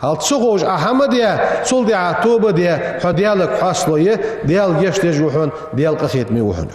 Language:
Ingush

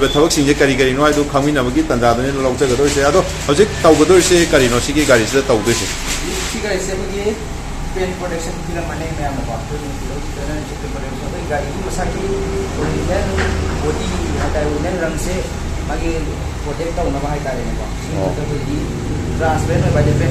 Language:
Manipuri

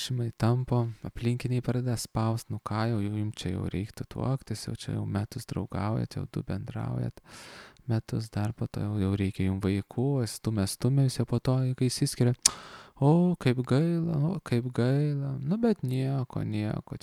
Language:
Lithuanian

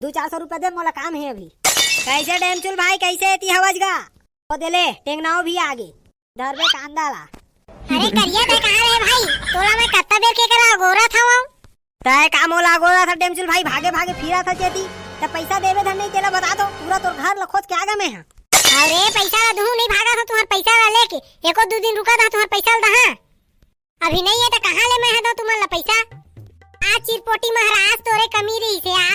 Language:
Chhattisgarhi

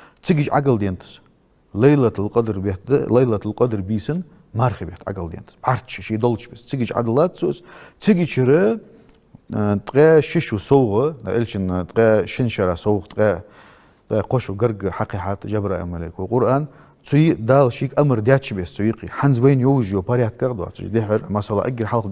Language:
Ingush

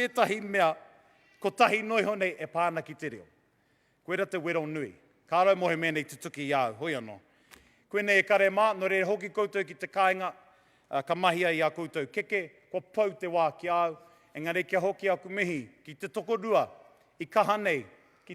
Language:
Māori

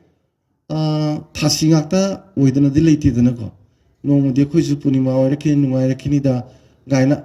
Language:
Manipuri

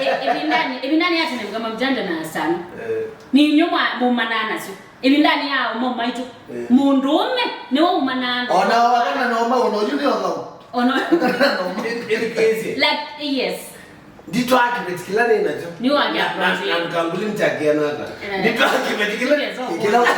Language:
Kamba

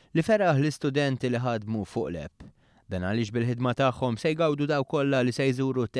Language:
Maltese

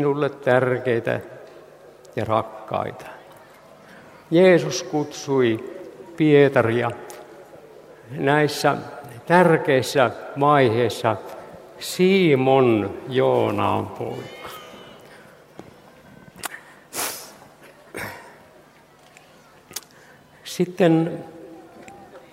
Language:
Finnish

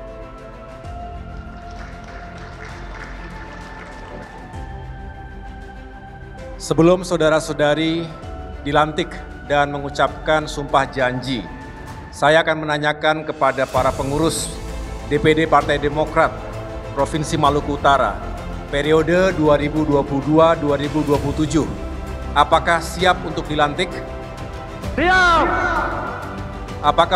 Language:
Indonesian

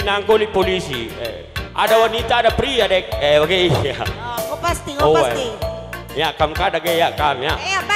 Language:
Batak Karo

